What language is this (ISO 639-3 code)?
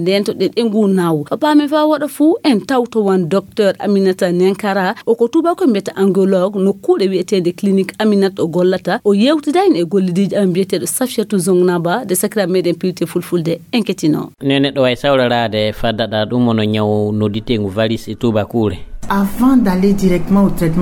ful